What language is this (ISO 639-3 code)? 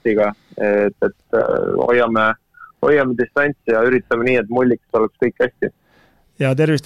est